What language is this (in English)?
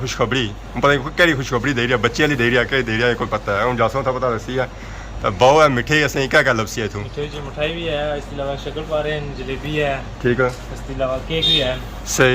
Pahari-Potwari